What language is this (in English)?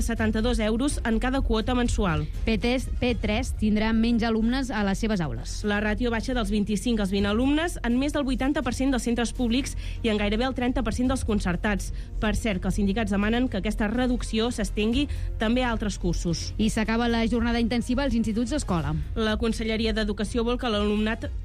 Catalan